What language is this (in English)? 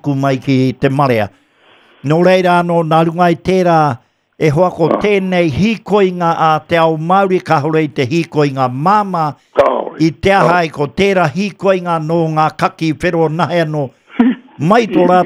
Māori